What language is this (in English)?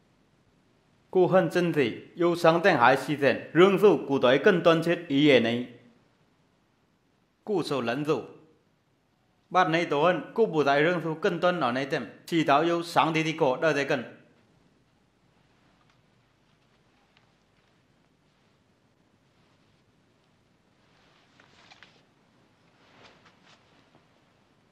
Vietnamese